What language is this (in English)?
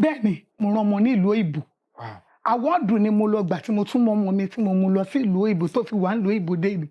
Yoruba